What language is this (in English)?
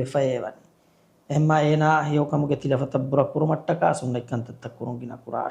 Divehi